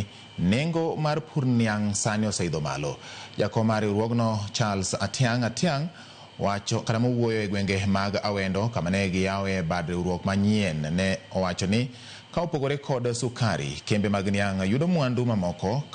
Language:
Luo (Kenya and Tanzania)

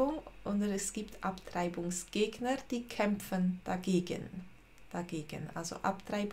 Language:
Swiss German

